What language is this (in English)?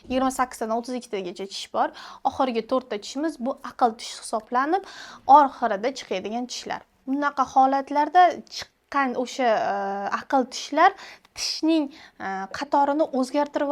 Uzbek